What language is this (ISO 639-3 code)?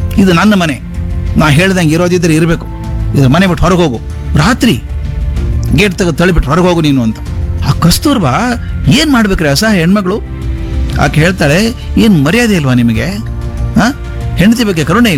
kan